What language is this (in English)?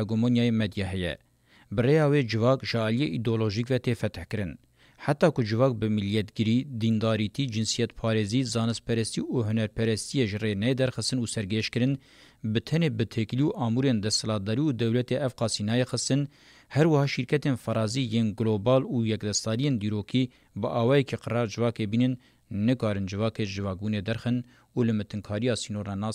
Kurdish